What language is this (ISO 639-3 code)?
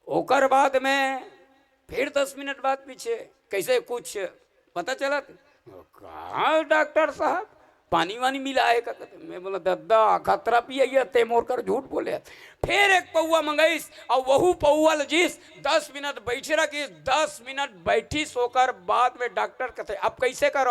hne